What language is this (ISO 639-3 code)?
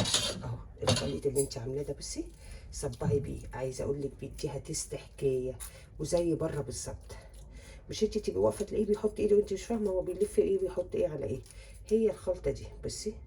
arz